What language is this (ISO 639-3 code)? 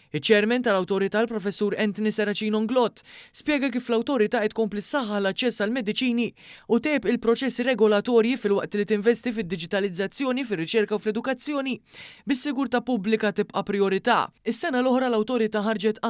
mlt